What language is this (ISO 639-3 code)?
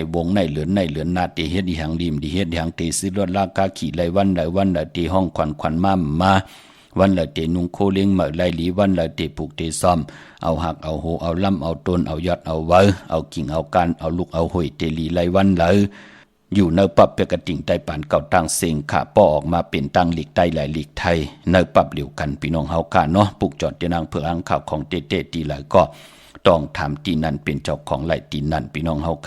shn